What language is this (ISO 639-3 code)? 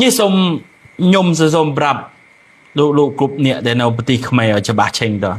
khm